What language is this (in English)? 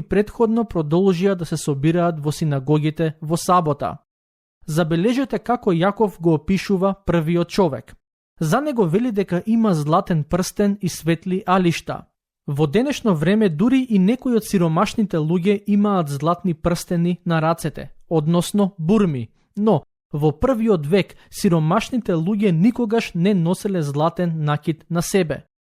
Macedonian